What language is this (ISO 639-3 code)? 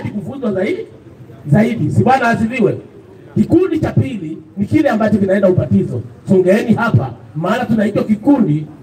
swa